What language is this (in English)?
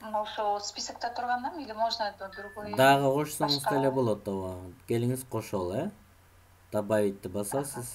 Kyrgyz